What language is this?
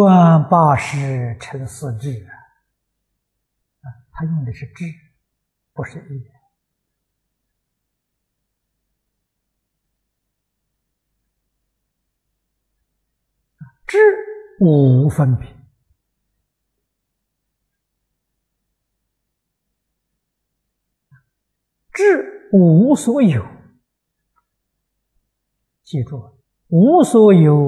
Chinese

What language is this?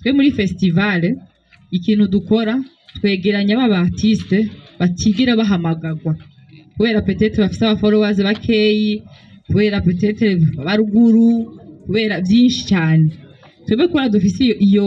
Rundi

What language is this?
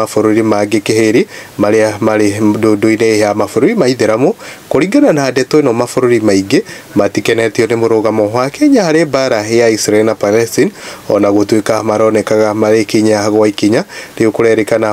Kikuyu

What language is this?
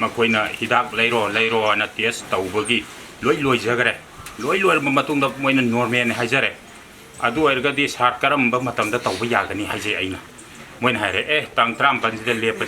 Manipuri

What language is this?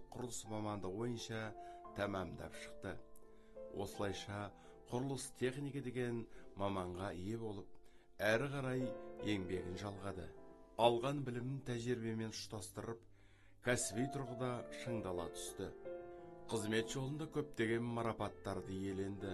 Kazakh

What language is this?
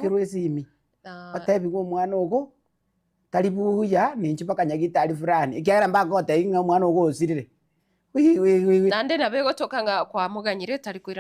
Gusii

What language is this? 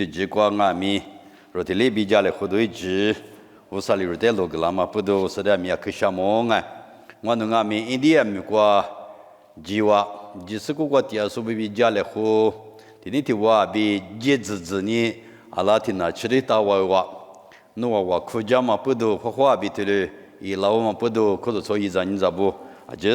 Lisu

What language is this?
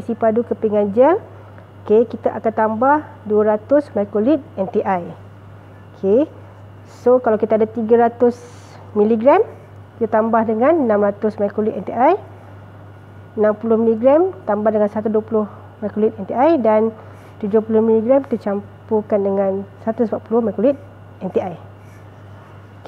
Malay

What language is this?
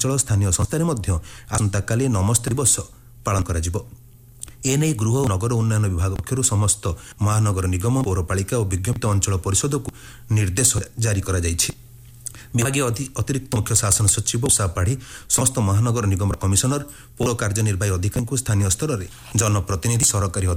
Odia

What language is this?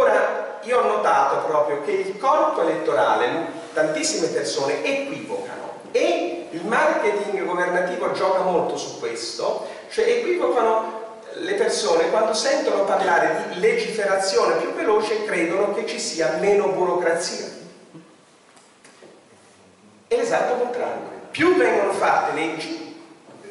Italian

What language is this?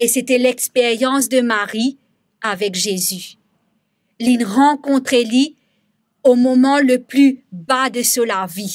Morisyen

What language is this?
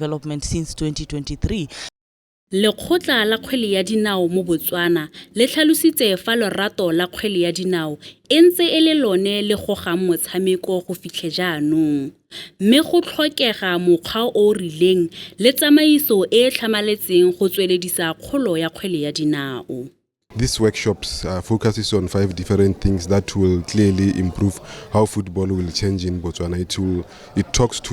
Tswana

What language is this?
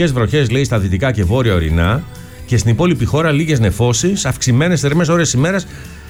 Greek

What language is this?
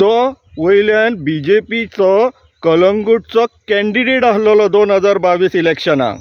Konkani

